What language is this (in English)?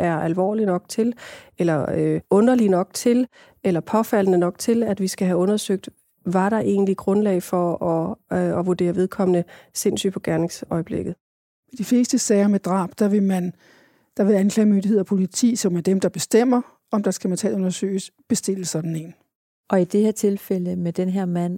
Danish